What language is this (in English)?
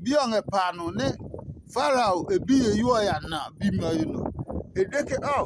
Adangme